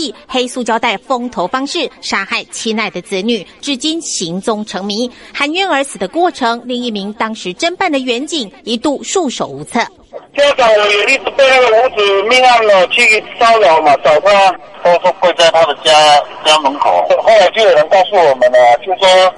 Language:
Chinese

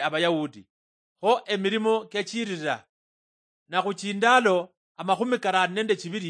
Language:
Luyia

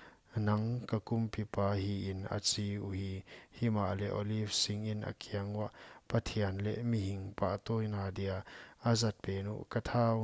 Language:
Paite Chin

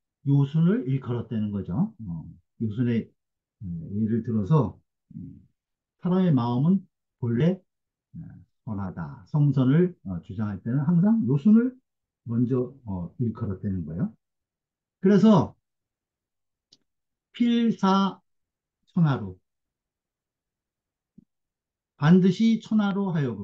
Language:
Korean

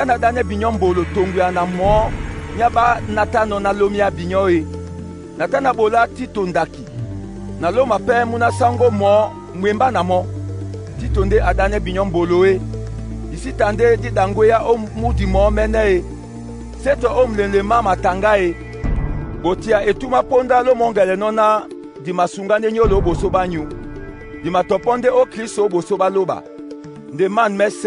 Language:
Duala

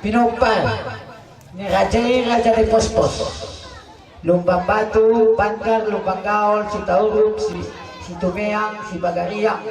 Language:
Batak Toba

